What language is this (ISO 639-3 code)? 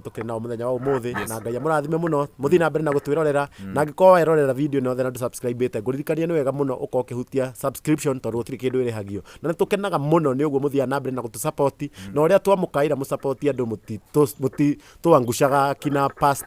kik